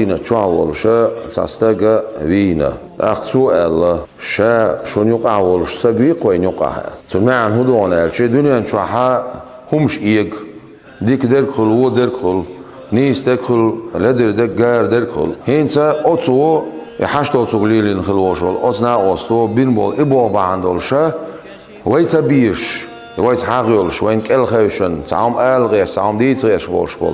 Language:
Chechen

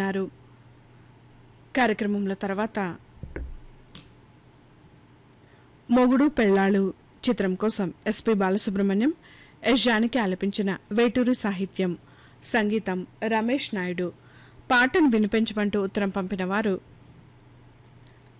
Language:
Telugu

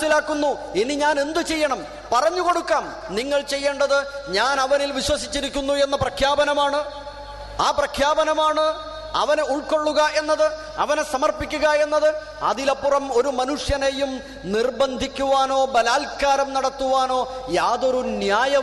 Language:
Malayalam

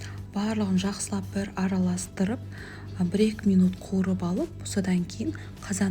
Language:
Kazakh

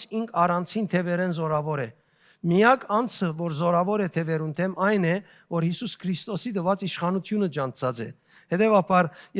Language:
Western Armenian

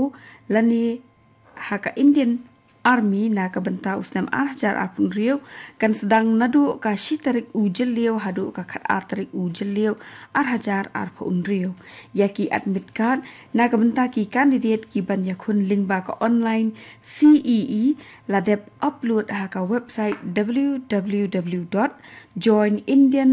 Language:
Khasi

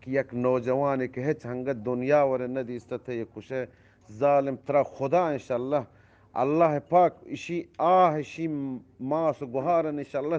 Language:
Eastern Balochi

